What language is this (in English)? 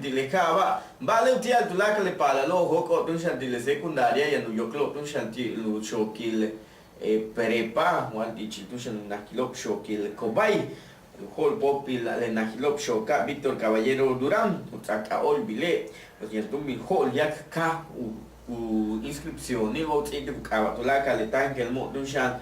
Yucateco